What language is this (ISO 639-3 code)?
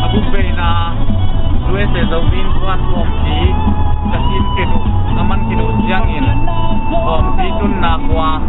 ctd